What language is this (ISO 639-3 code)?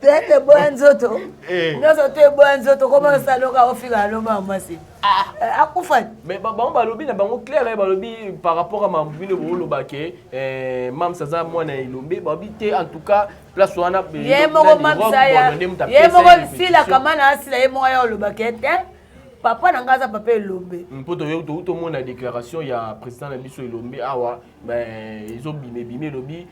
lin